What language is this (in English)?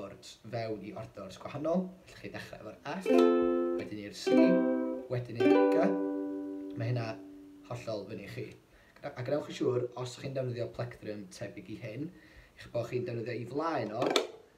Welsh